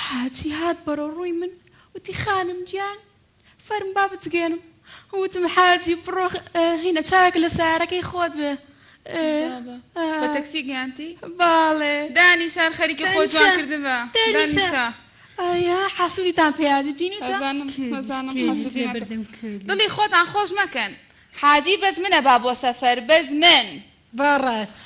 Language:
Central Kurdish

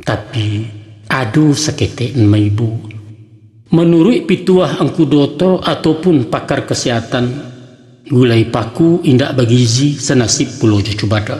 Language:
Minangkabau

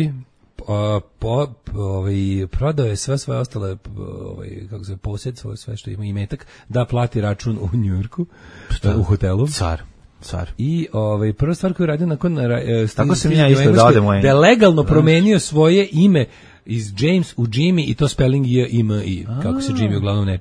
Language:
Serbian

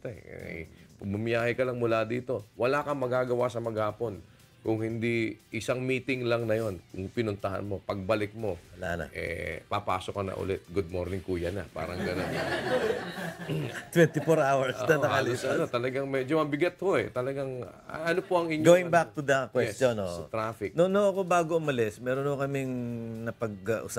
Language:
Filipino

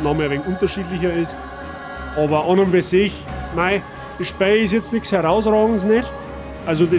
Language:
Bavarian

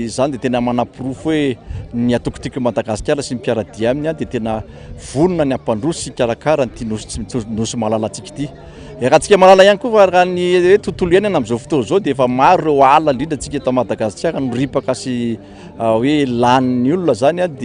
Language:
Malagasy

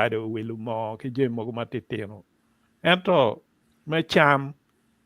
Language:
Acoli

